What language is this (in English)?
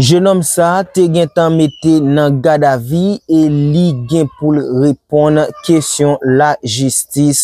Haitian Creole